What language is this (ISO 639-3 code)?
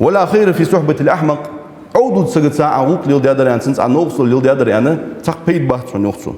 inh